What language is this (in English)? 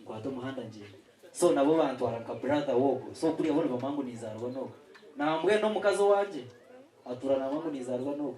Nyankole